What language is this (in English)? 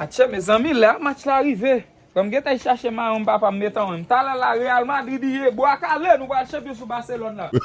Haitian Creole